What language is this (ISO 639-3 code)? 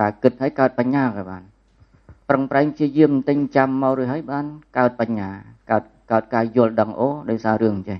khm